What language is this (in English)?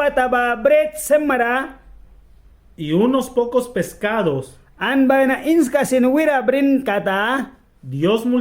Mískito